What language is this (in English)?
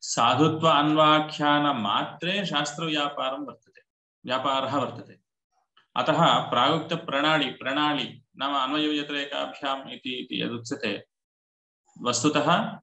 Sanskrit